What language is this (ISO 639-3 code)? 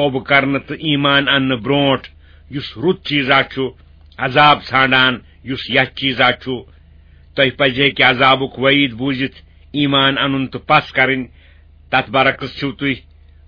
kas